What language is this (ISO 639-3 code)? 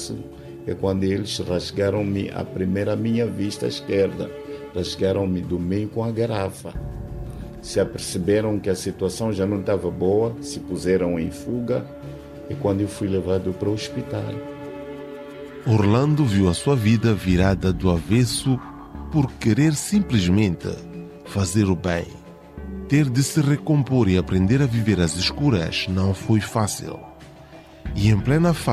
por